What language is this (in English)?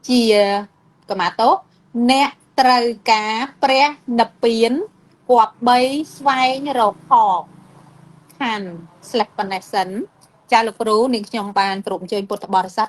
Khmer